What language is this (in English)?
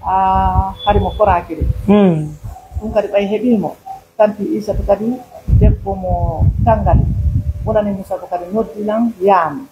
Pular